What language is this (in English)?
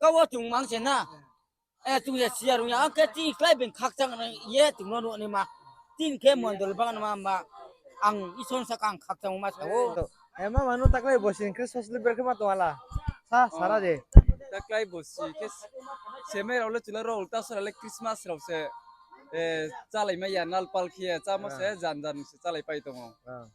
Riang (India)